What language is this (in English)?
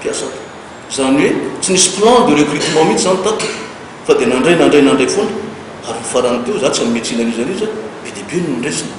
Malagasy